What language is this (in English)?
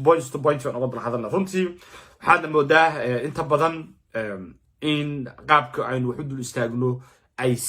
Somali